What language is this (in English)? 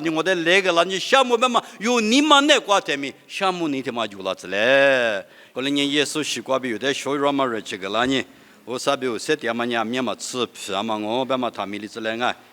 Lisu